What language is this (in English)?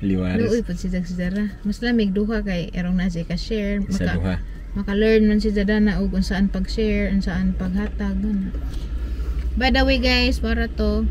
Cebuano